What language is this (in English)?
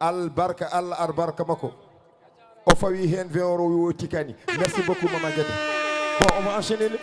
Fula